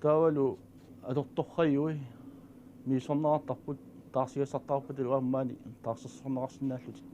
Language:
Kalaallisut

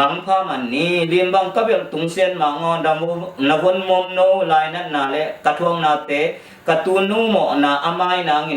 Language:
Tedim Chin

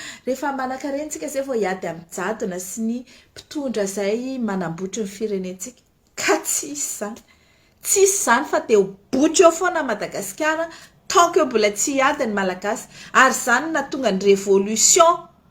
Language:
Malagasy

